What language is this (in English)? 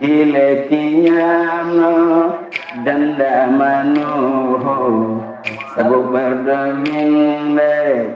Fula